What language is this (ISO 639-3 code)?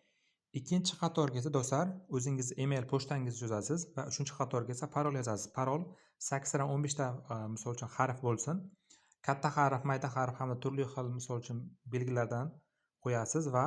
uzb